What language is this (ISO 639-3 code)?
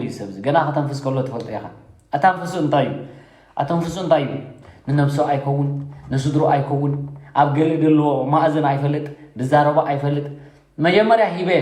tir